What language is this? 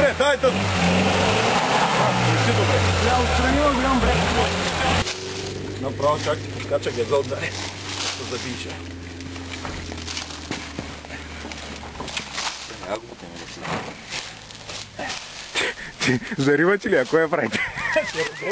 Bulgarian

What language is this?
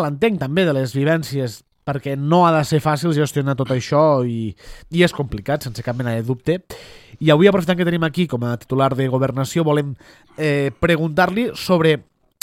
Catalan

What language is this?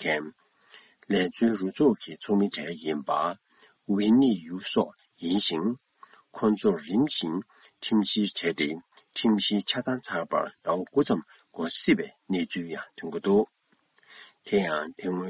Tibetan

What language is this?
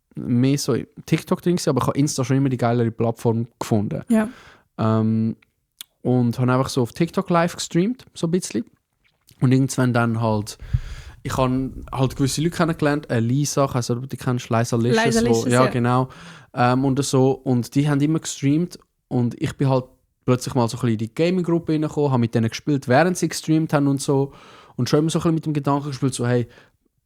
Swiss German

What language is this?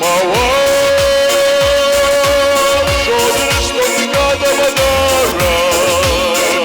Ossetic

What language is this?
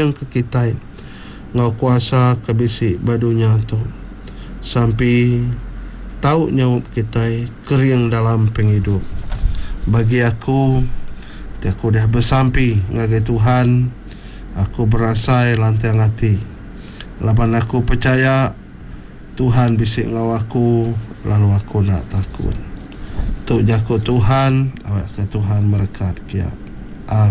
Iban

